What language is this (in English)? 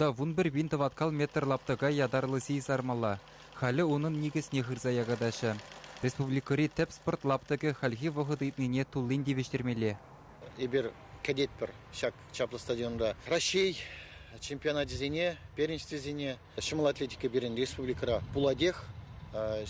Chuvash